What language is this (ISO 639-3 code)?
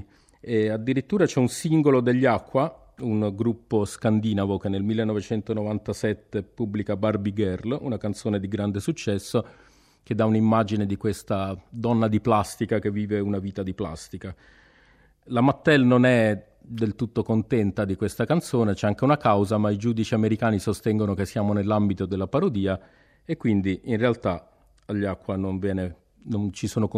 ita